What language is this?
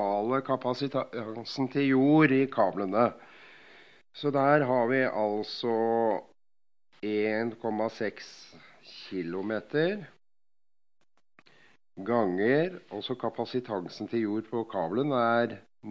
Norwegian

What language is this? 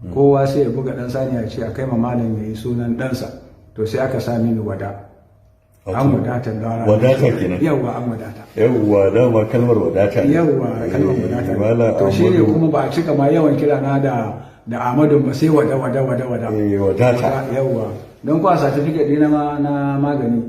Hausa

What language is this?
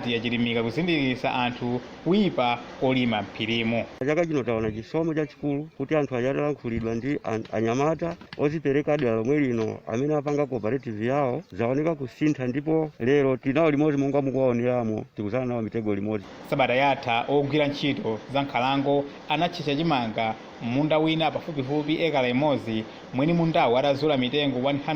Nyanja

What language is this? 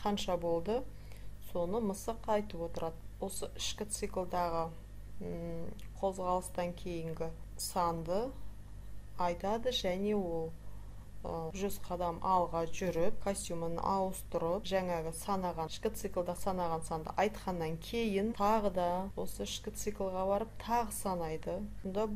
Kazakh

